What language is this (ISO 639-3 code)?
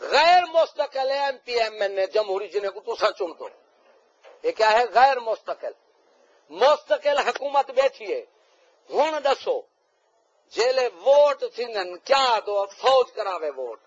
skr